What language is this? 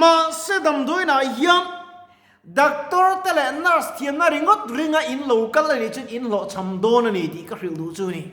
Mizo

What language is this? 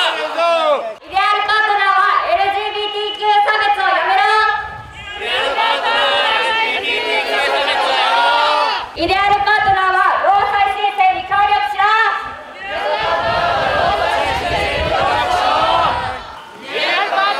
Japanese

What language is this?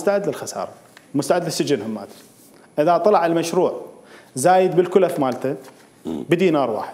Mesopotamian Arabic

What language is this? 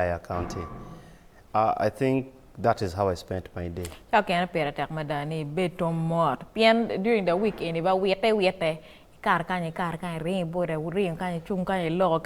Acoli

